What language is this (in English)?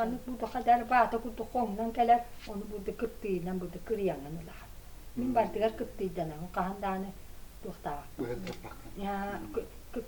Yakut